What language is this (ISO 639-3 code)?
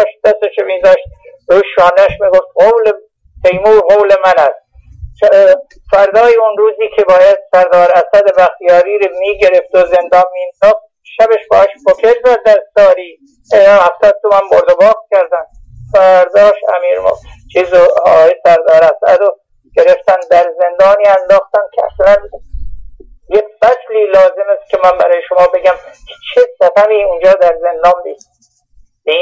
fas